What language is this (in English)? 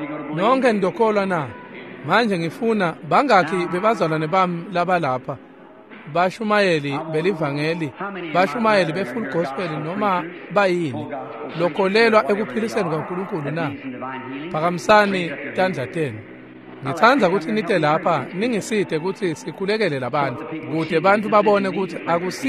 Swati